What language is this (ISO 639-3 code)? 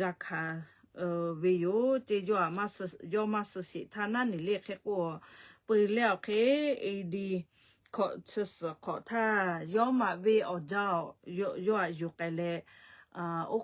lhu